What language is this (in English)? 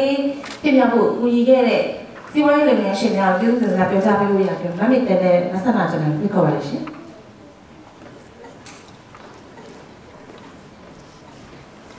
Burmese